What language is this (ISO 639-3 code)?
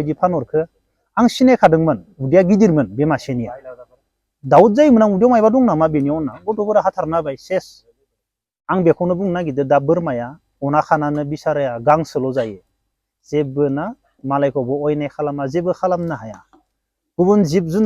brx